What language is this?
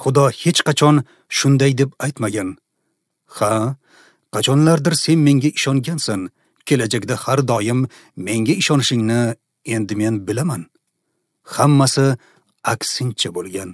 Uzbek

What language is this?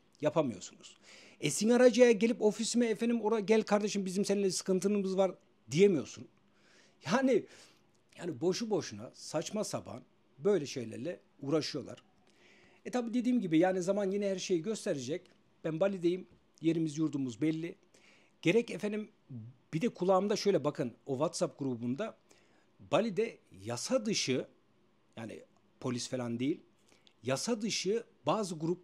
Turkish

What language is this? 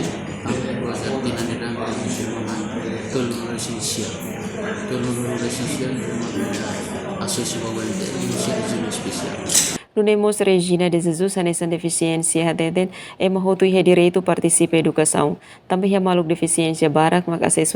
Tetum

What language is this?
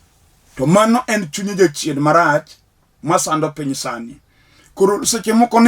Luo (Kenya and Tanzania)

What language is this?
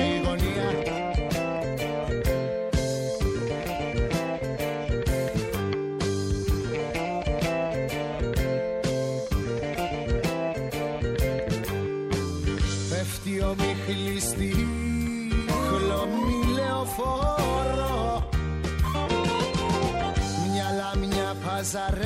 Greek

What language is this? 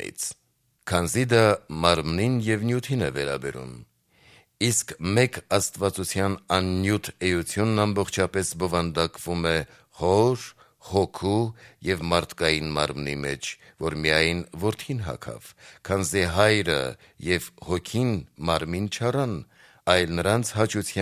Armenian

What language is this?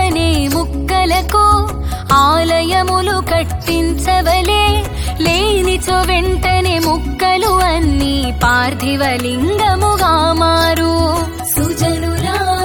Telugu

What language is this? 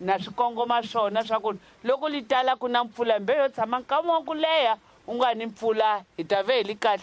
Tsonga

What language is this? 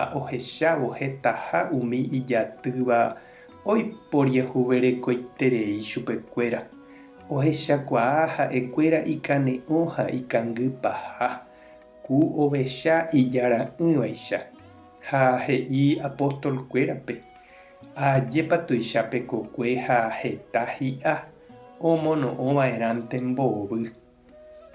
Guarani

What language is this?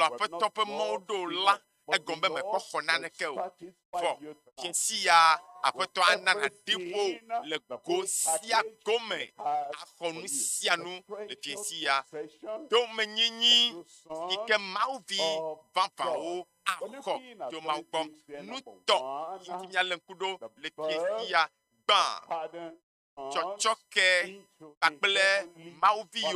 Ewe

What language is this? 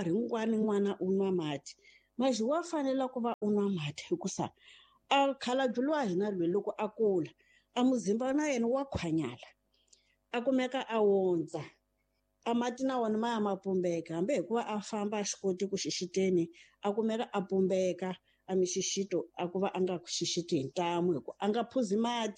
Tsonga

